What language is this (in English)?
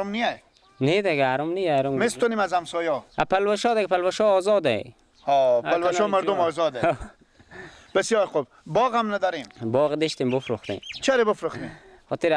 Persian